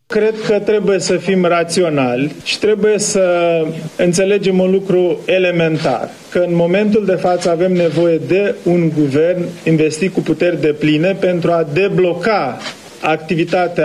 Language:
Romanian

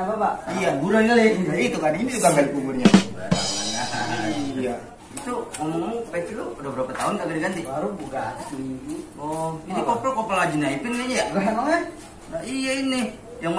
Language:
Betawi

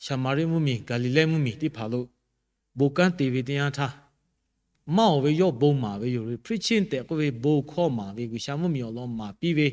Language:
Lahu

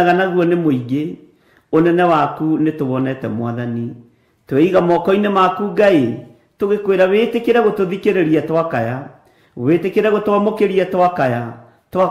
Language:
Kikuyu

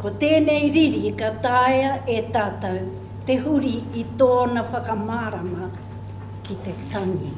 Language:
Māori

